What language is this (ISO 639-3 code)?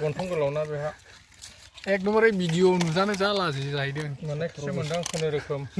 brx